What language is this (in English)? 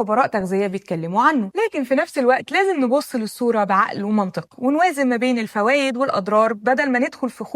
Egyptian Arabic